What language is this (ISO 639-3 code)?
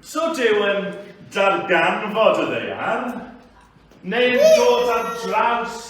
cym